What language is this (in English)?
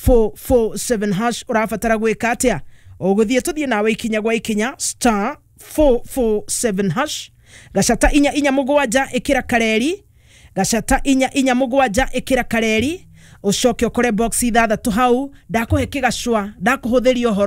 Kikuyu